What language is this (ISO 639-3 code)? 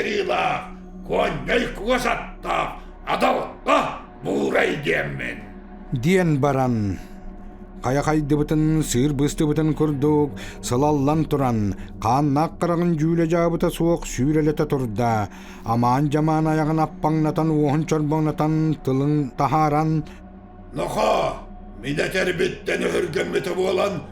sah